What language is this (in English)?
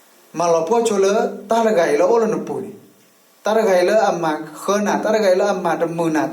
S'gaw Karen